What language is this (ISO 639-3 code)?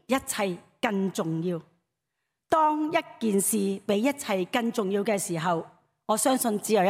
yue